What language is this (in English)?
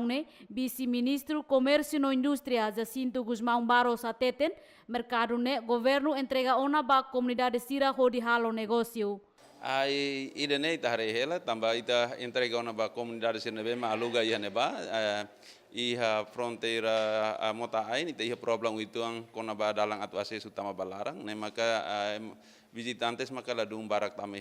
Tetum